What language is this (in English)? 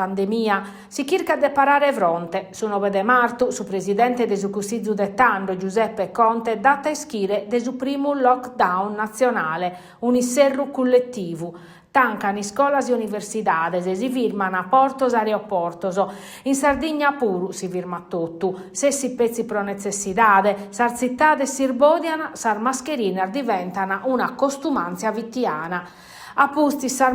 Sardinian